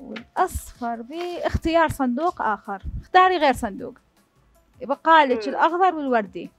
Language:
Mesopotamian Arabic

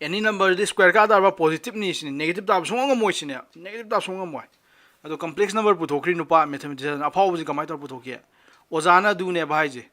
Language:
Manipuri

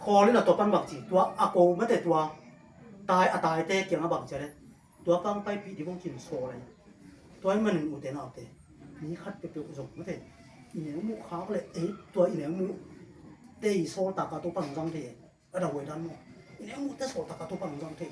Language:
Tedim Chin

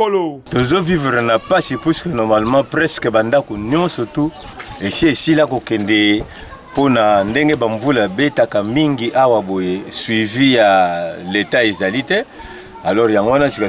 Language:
Lingala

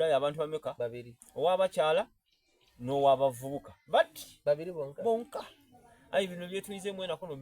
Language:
Soga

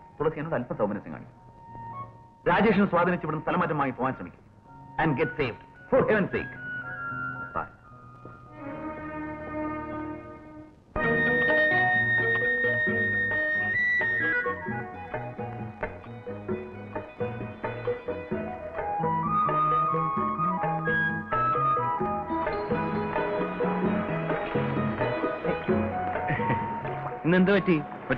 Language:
Malayalam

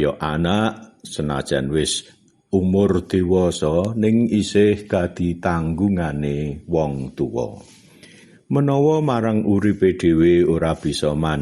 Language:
Javanese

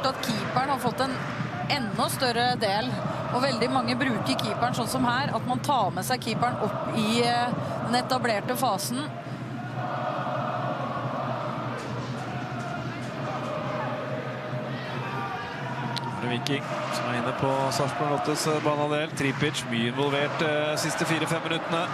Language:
Norwegian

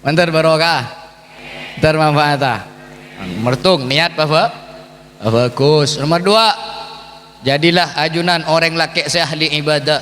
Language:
Madurese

